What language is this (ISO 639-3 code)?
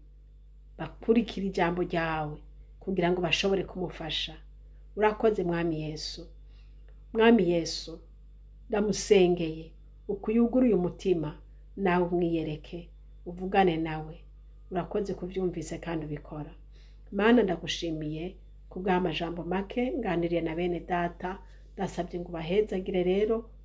run